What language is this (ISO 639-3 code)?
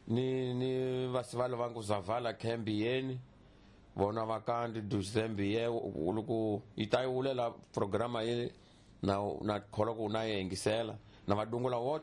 tso